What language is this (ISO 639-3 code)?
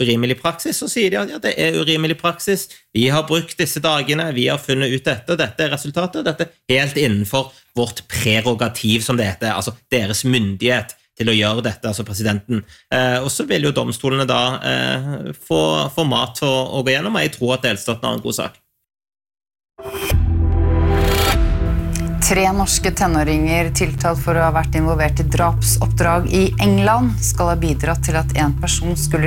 nor